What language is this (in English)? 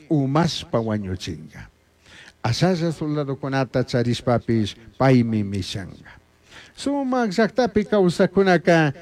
Chimborazo Highland Quichua